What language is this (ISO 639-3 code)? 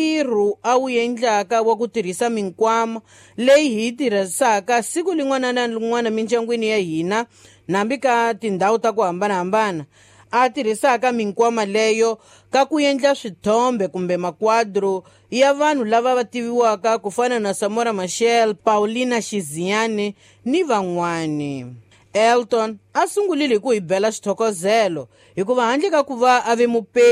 tso